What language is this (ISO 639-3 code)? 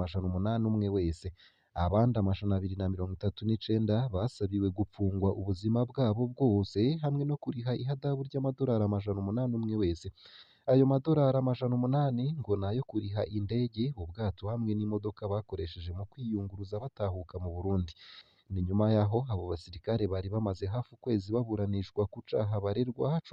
run